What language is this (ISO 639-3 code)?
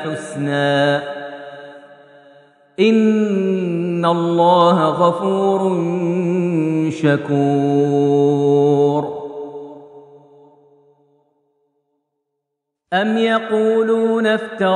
ara